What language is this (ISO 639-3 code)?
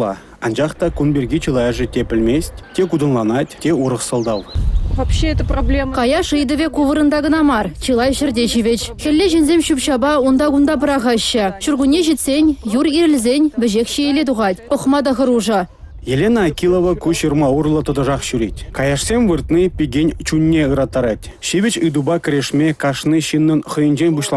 chv